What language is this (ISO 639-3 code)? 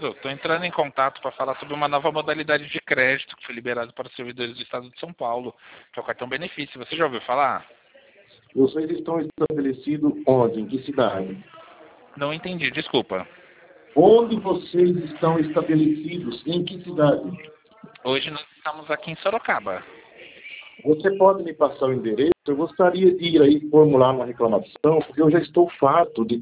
por